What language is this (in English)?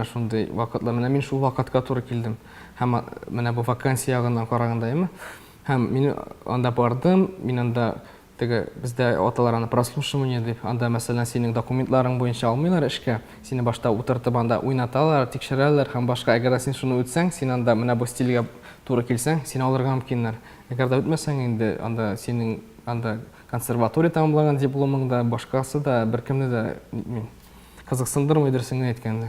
Tatar